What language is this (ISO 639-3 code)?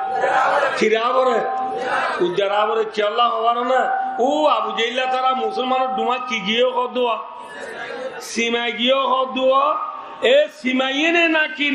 rhg